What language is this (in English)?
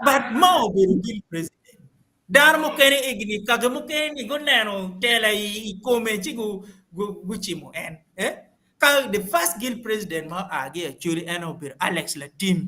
Acoli